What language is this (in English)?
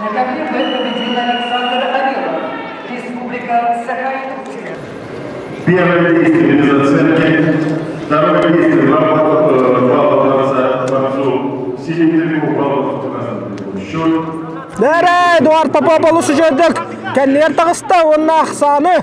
Yakut